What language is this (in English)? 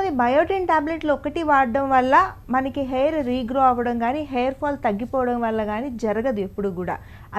Telugu